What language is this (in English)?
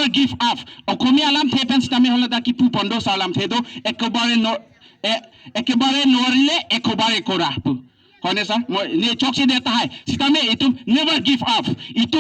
Karbi